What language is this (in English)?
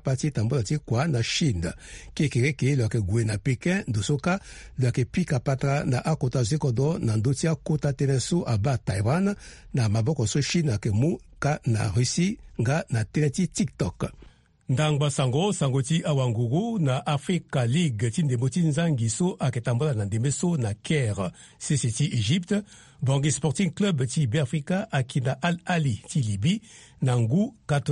Sango